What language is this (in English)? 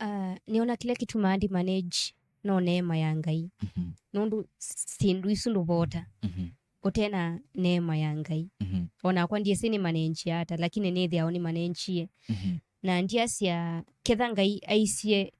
Kamba